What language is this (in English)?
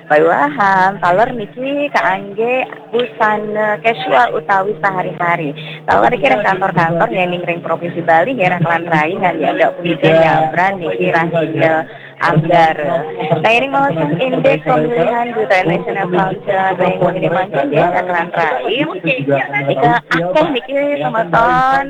Balinese